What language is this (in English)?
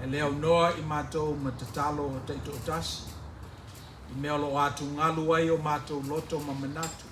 Samoan